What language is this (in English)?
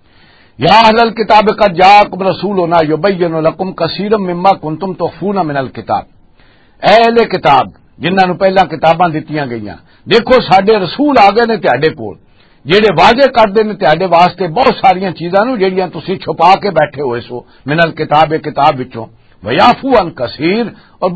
Western Panjabi